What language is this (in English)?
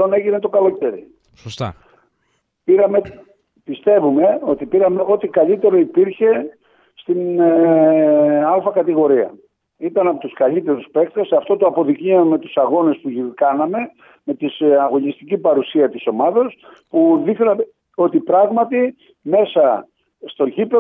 Greek